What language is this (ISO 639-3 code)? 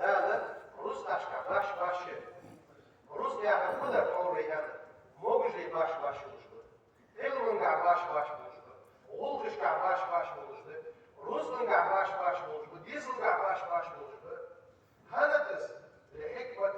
inh